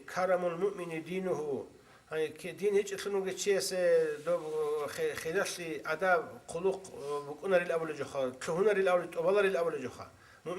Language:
Avaric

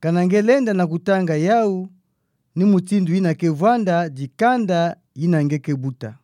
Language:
Kituba (Democratic Republic of Congo)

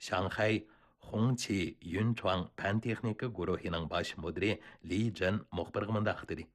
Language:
Uyghur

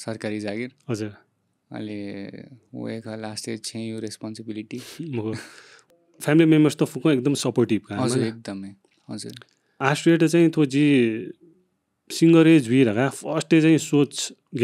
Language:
Newari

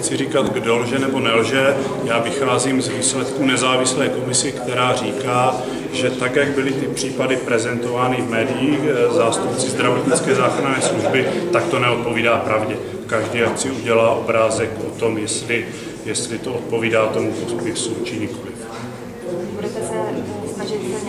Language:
Czech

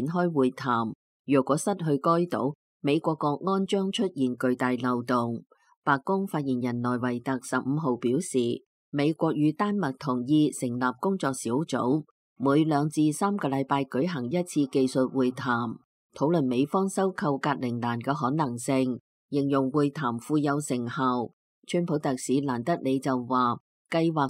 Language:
Cantonese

